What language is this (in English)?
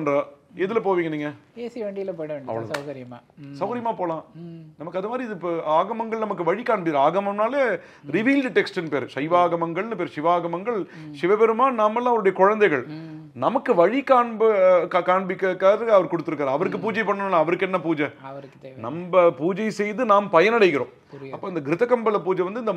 Tamil